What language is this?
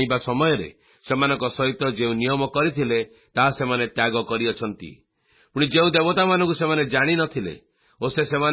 Odia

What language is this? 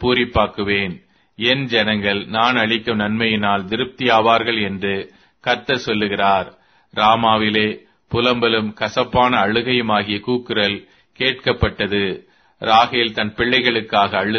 Tamil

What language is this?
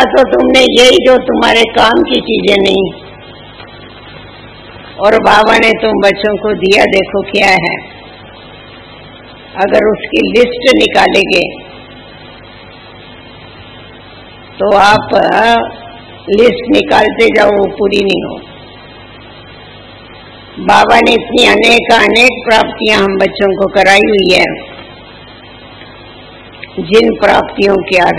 Hindi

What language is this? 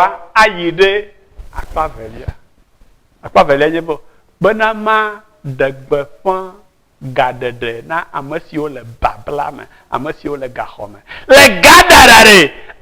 Ewe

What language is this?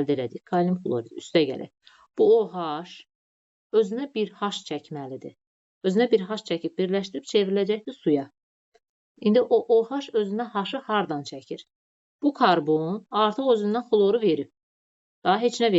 Azerbaijani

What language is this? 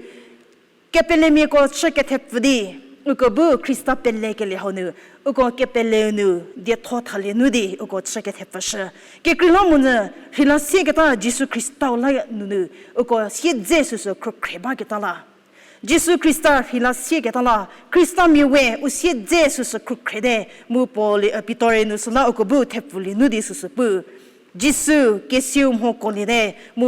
Angami Naga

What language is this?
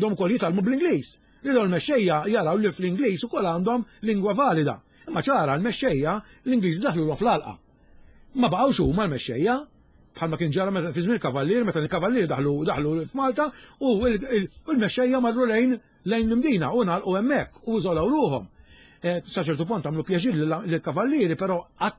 Maltese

